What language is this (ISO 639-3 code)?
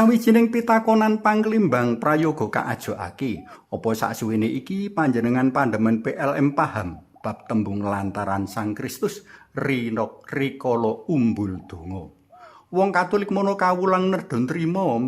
jav